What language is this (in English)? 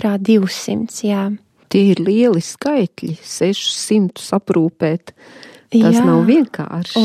Latvian